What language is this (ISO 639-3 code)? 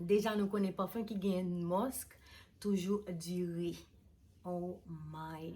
hat